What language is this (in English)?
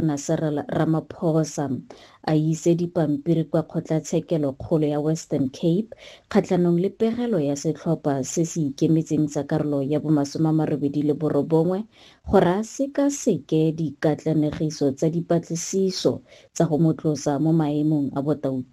Tswana